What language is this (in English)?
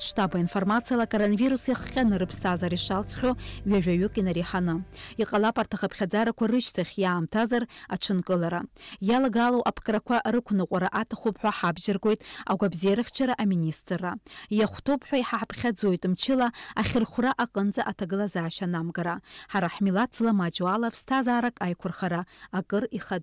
Abkhazian